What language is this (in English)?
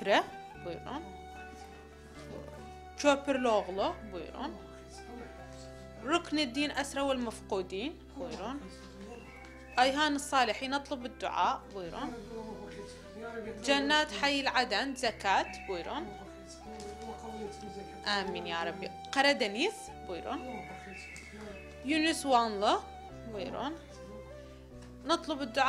Turkish